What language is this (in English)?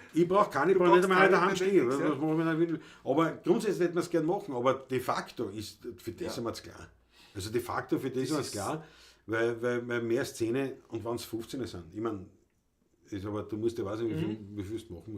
Bavarian